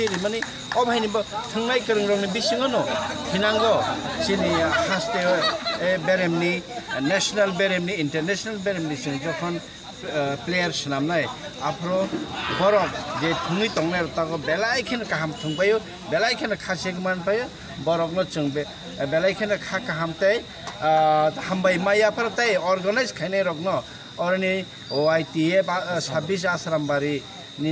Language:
Kok Borok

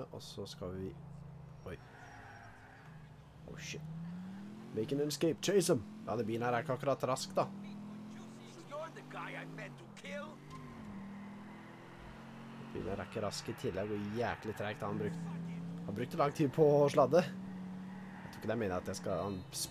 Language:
Norwegian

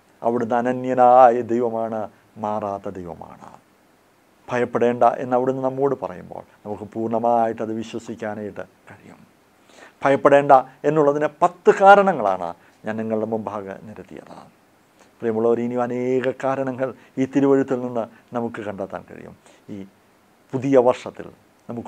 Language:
Malayalam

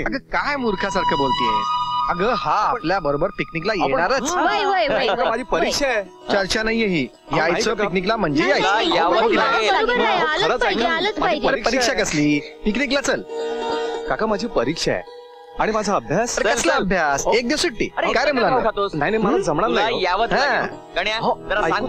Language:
Marathi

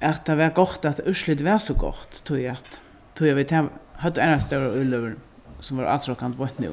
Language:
Faroese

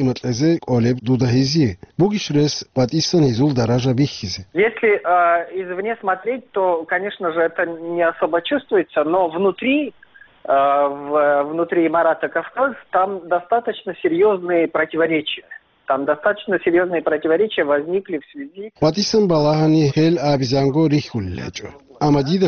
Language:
Avaric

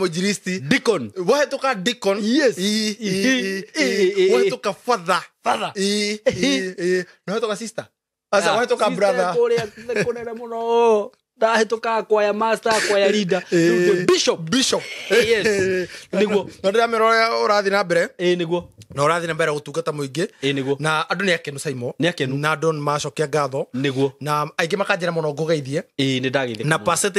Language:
Kikuyu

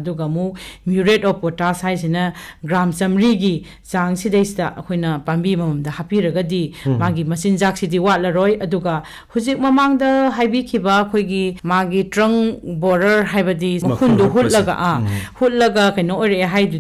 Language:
Manipuri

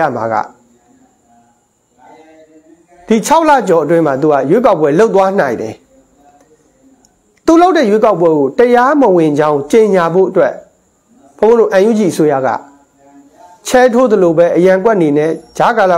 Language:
Burmese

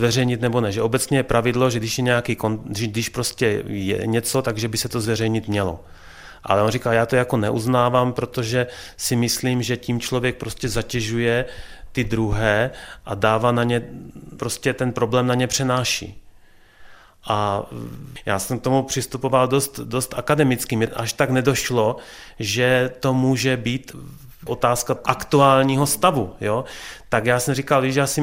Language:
Czech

